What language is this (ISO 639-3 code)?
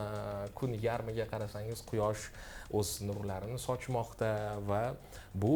uzb